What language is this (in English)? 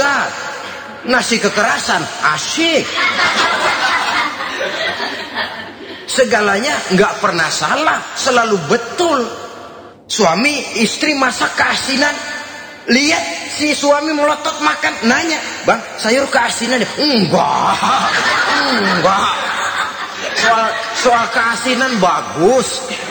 Indonesian